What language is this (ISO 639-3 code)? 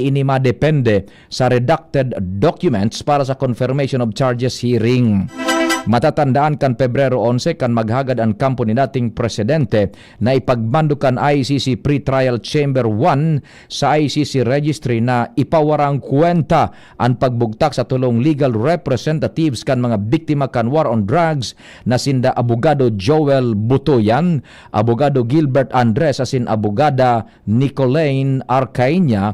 bik